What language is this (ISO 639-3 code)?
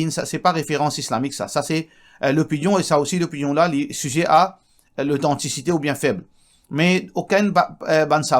mfe